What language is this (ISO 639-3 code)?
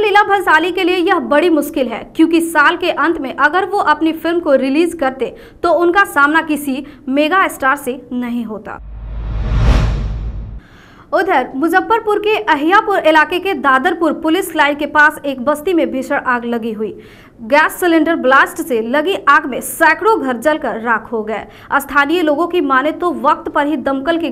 hin